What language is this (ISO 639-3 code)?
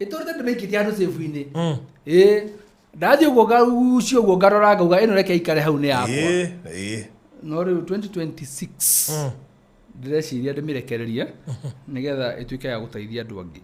kik